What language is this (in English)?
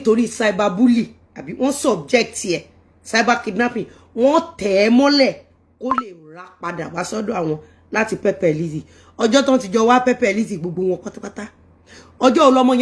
Yoruba